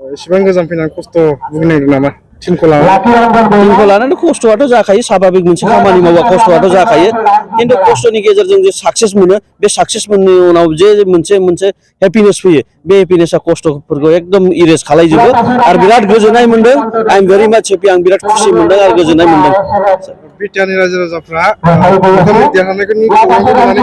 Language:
Bodo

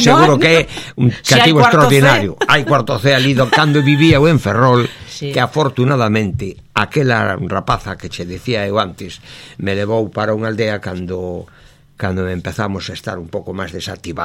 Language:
Galician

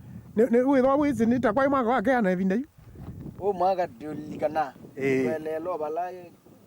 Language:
Kamba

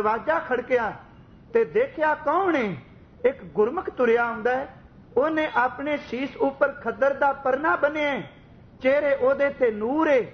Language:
Punjabi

